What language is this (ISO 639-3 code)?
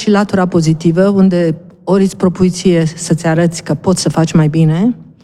ron